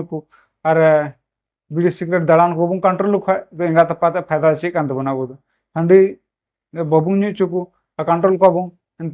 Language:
Santali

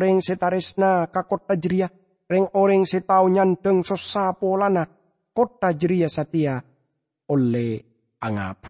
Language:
Madurese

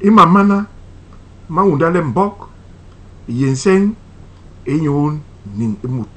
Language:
Basaa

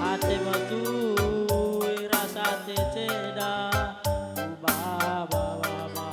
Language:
Batak Karo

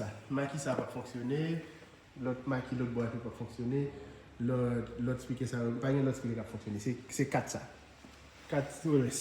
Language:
Haitian Creole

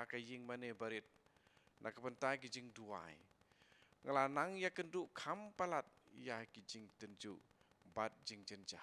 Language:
Khasi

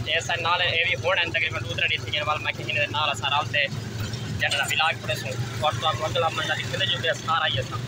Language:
Saraiki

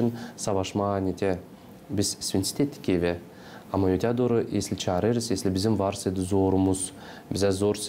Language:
Gagauz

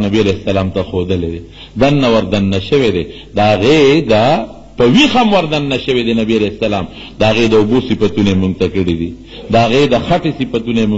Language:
Pashto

